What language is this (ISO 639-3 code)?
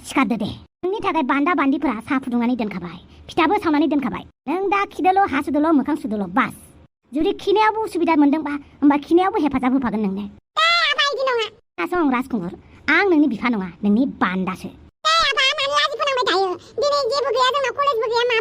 brx